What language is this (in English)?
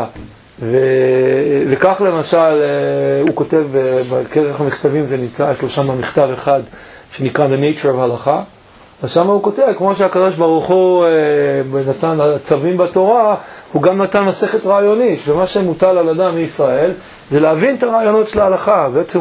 Hebrew